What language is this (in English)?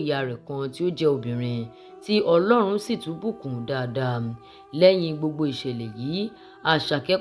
Yoruba